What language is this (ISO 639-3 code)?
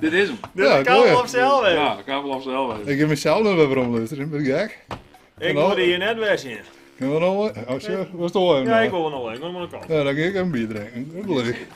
fry